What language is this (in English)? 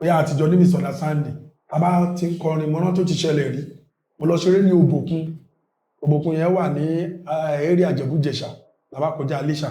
Yoruba